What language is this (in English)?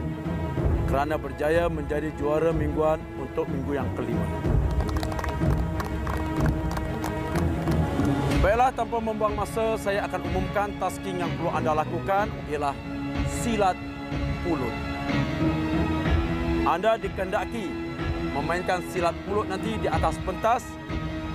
Malay